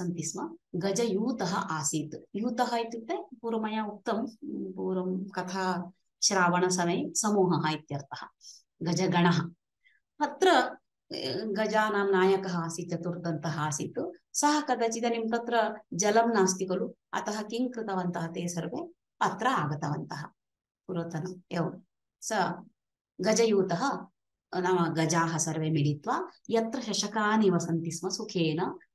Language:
Sanskrit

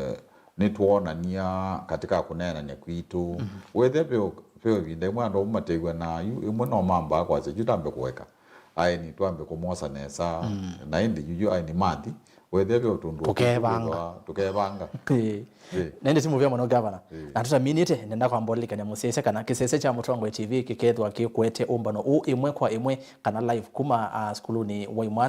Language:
Kamba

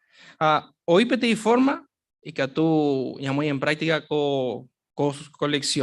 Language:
Guarani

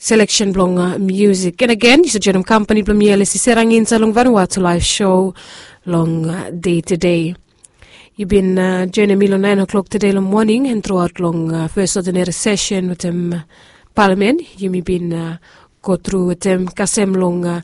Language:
Bislama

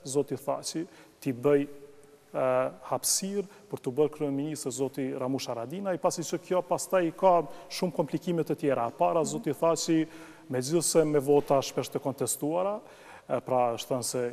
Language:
Albanian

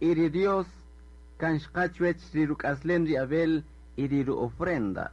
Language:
Kaqchikel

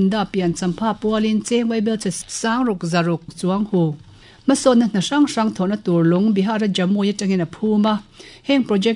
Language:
Mizo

